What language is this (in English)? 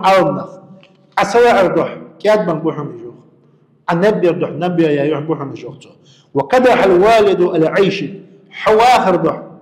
Ingush